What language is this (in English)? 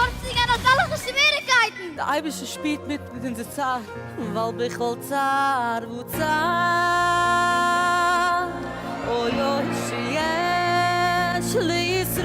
Yiddish